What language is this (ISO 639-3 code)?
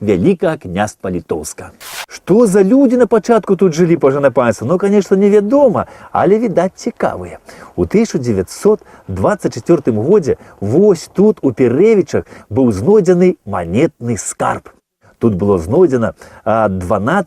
bel